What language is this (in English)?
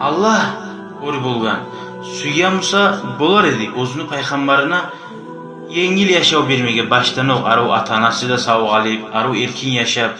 Kumyk